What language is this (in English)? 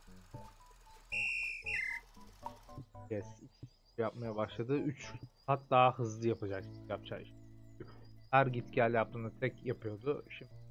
Turkish